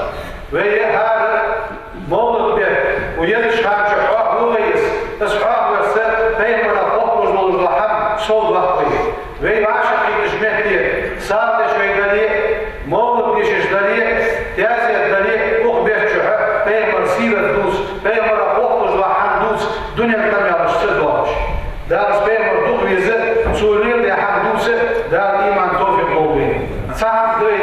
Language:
Ingush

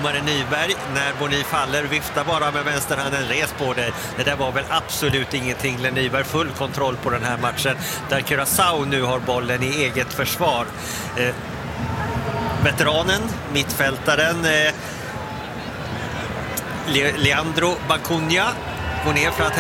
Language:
Swedish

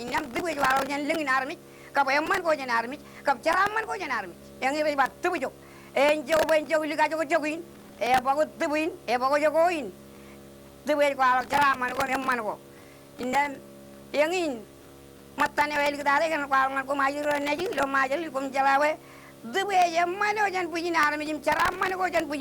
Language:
Marshallese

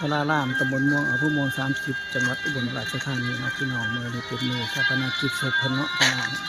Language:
Lao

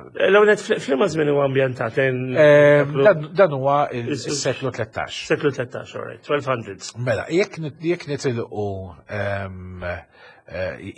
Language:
Maltese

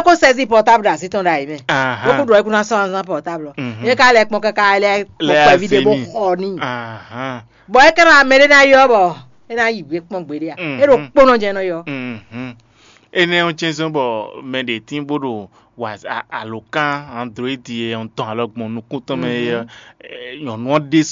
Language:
Fon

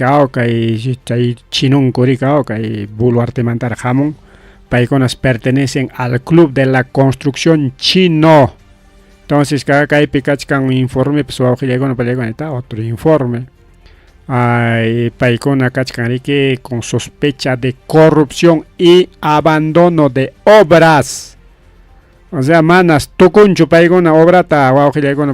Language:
Ayacucho Quechua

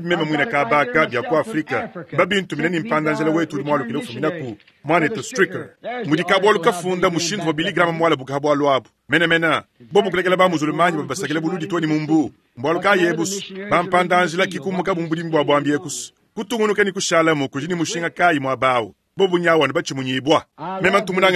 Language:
Luba-Lulua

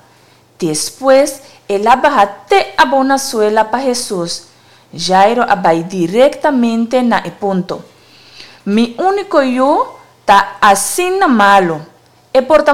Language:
Papiamento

